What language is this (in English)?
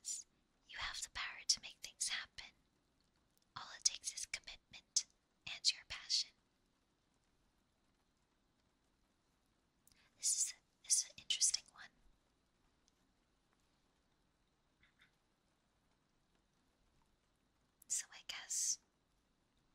English